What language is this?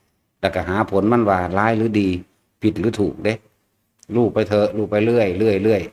Northeastern Thai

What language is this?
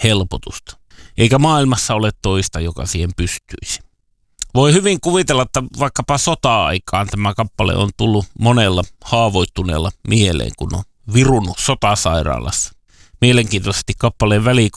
Finnish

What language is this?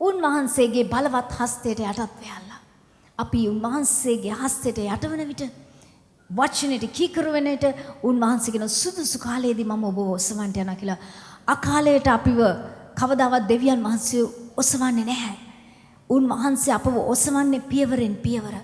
Sinhala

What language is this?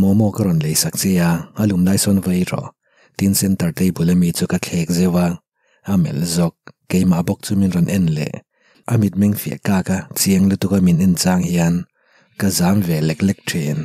Mizo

